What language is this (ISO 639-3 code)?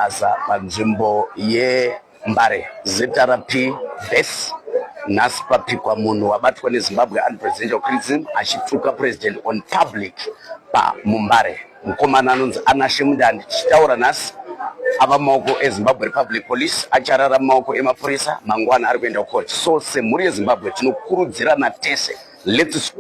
sna